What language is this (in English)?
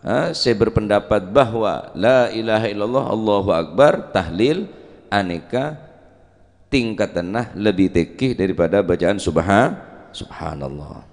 Madurese